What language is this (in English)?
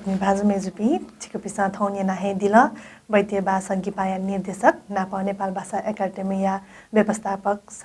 Newari